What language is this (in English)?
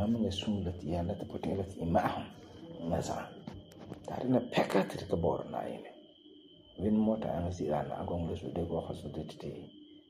Frafra